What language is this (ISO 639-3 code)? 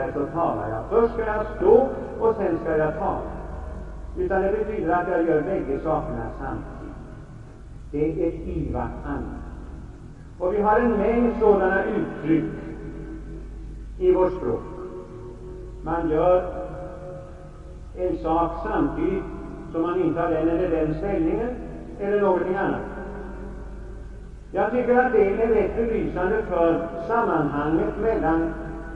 swe